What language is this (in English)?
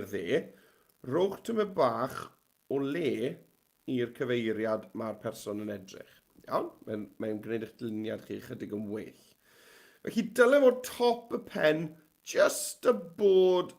Welsh